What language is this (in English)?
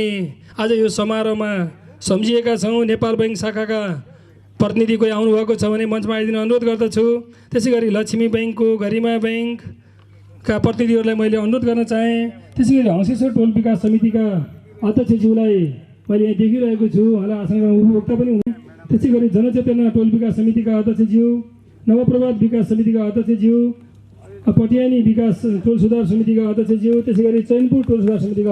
Nepali